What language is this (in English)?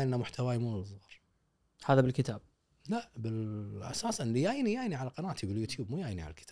Gulf Arabic